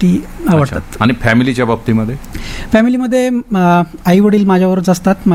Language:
Marathi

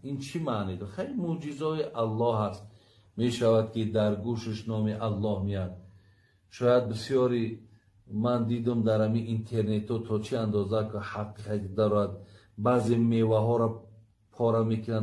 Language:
Tajik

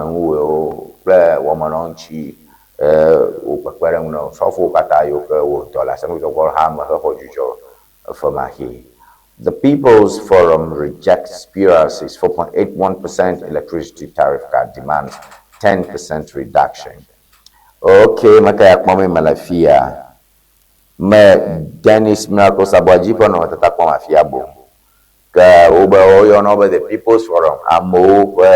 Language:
Ewe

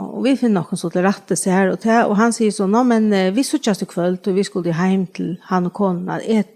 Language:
Faroese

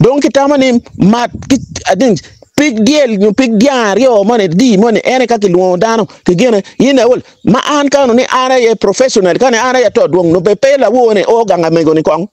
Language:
Acoli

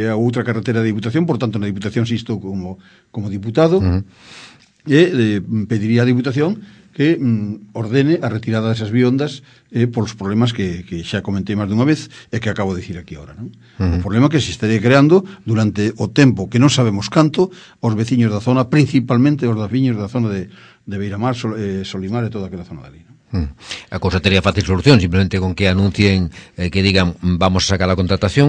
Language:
Galician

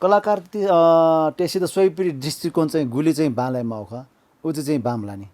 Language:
Newari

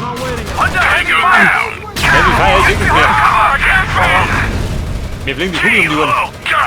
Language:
Bavarian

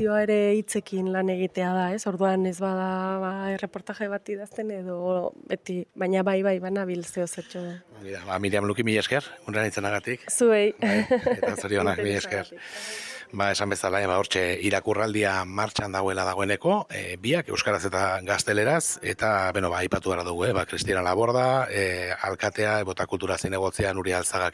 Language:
Basque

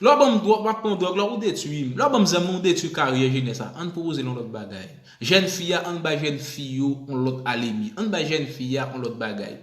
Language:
Haitian Creole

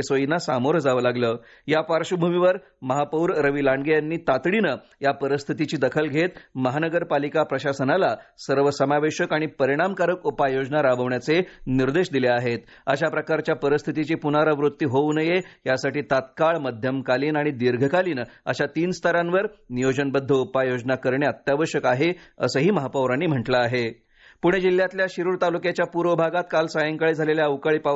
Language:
Marathi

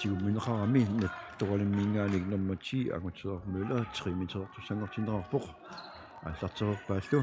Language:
Kalaallisut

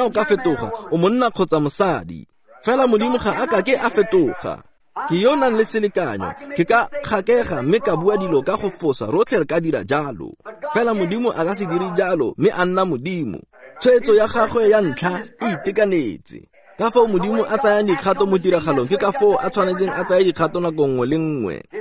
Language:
Tswana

